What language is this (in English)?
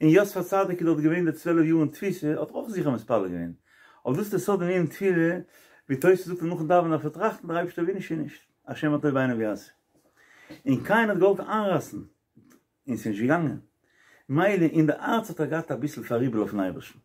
Yiddish